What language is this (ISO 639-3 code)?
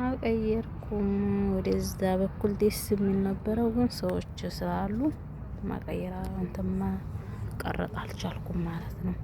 amh